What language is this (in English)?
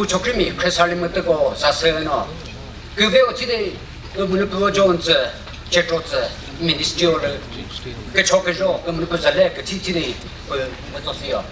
Chokri Naga